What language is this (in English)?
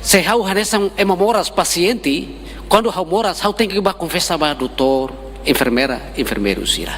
Tetum